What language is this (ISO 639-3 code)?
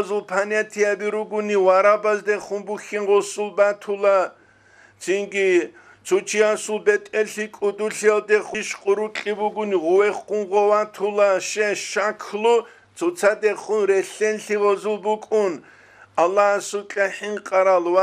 ava